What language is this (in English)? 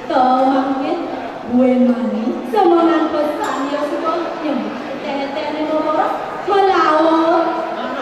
Balinese